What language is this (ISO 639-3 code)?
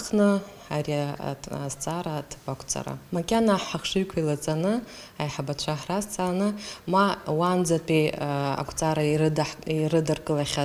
abk